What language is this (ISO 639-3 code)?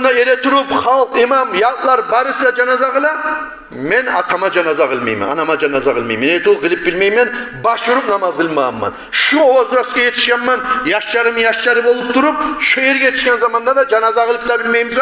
kum